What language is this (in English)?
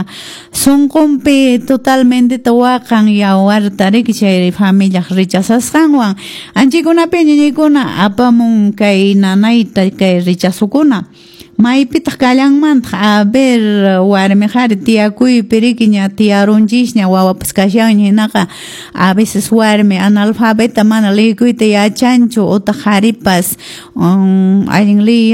Quechua